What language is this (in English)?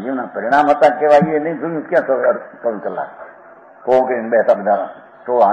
Gujarati